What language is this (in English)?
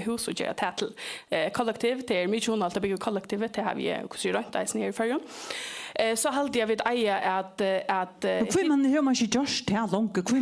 Faroese